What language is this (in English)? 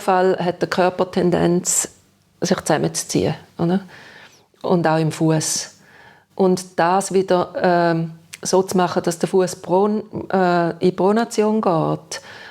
Swiss German